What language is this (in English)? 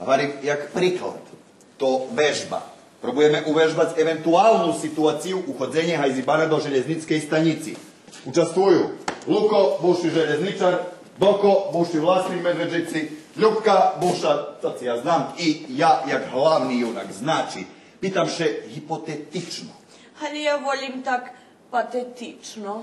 Rusyn